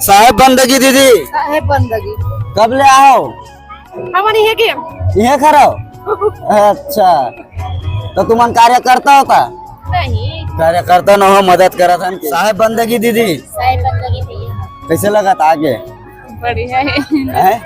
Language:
Chhattisgarhi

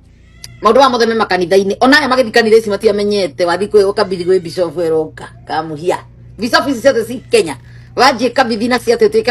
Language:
Kikuyu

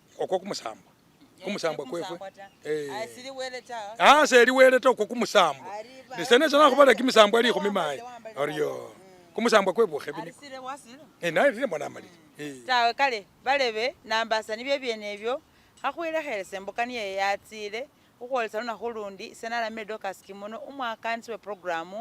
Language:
Masaaba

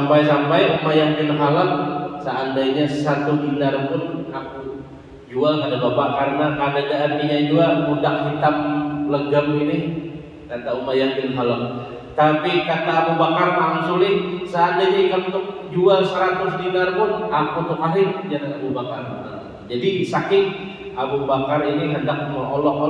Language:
Banjar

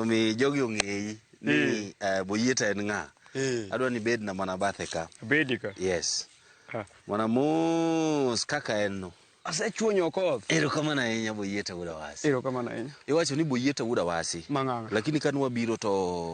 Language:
Luo (Kenya and Tanzania)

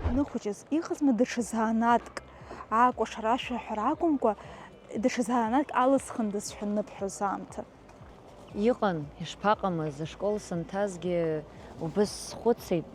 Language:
Abkhazian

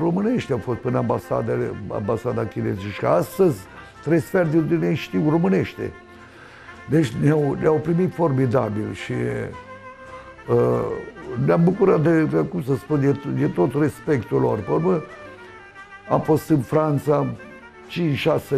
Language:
Romanian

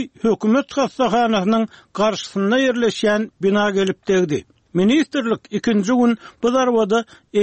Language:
Turkmen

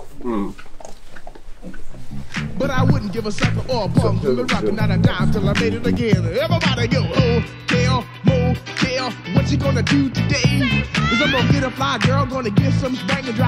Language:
Swedish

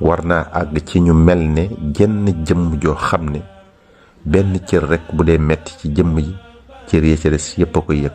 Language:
Wolof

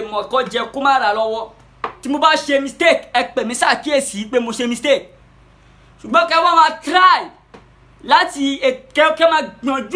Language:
Yoruba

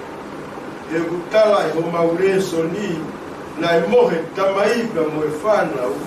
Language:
Tongan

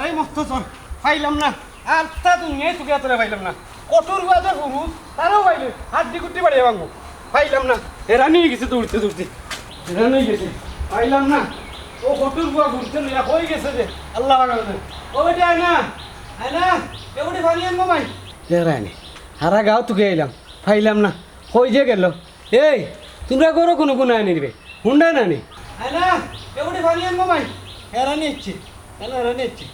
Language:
Sylheti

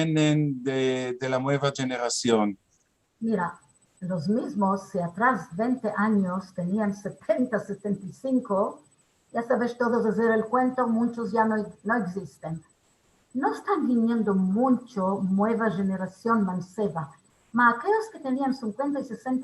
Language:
Ladino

